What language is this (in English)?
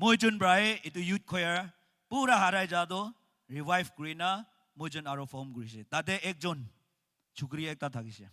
Naga Pidgin